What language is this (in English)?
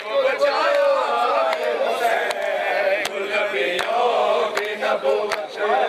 Urdu